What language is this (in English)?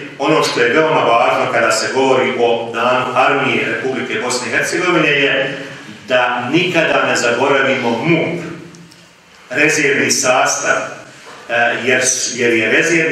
Bosnian